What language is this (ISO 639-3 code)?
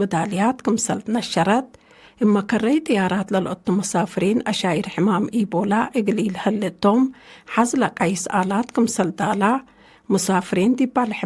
tig